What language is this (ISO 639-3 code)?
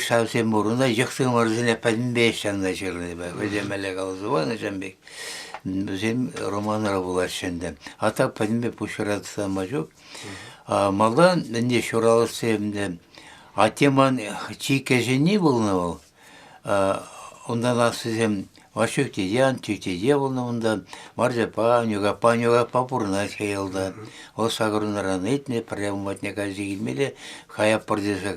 chv